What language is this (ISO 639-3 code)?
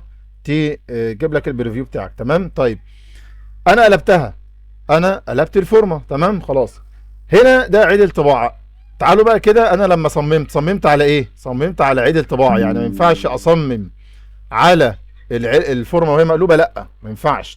arz